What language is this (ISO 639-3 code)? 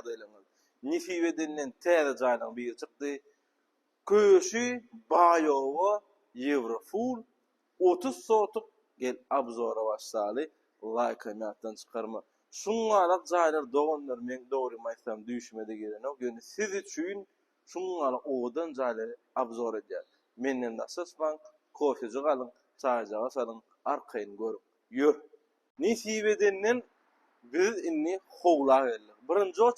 tuk